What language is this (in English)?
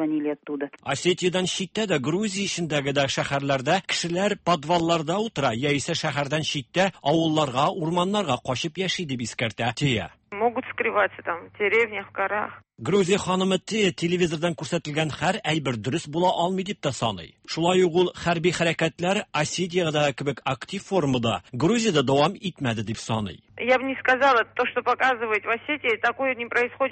Tatar